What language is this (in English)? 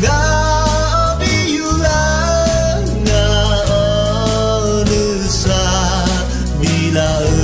Akha